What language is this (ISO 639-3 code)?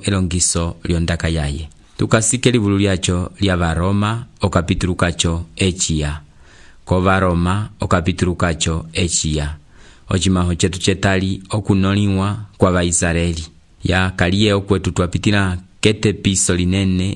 umb